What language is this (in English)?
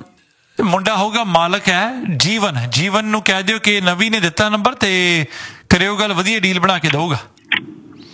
Punjabi